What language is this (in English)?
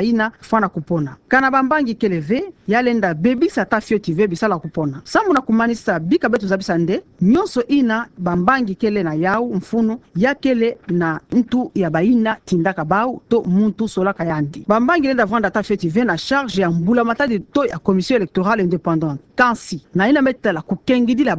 Kituba (Democratic Republic of Congo)